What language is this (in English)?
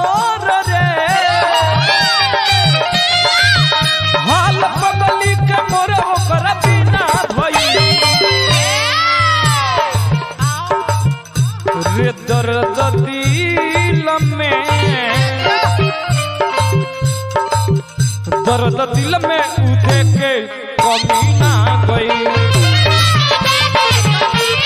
Bhojpuri